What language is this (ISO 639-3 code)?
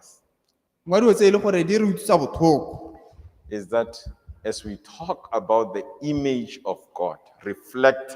tsn